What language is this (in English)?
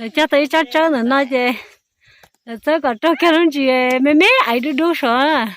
Hmong